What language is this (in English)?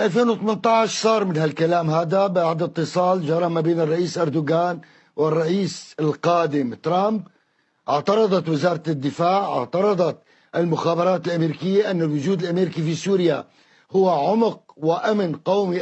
North Levantine Arabic